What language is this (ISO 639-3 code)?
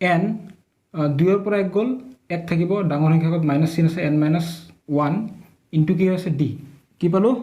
asm